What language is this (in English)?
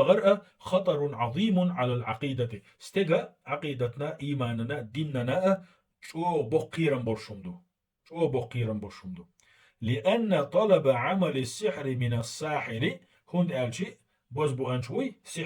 Chechen